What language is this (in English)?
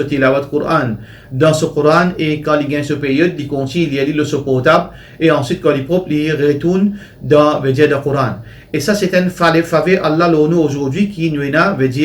Morisyen